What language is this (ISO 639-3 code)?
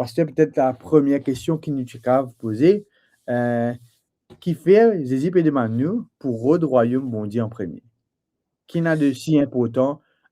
mfe